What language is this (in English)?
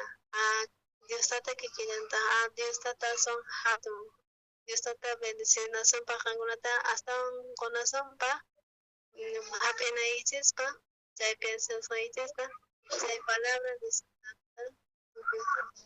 South Bolivian Quechua